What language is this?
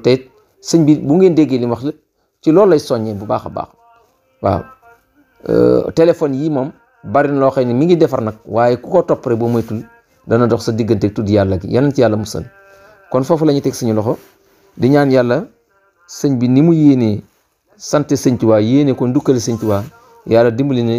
Wolof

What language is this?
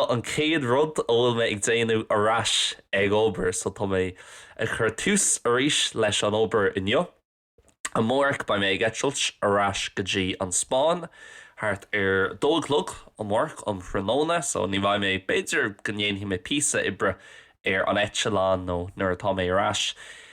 Irish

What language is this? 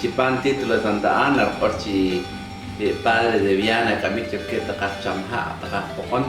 Poqomchi'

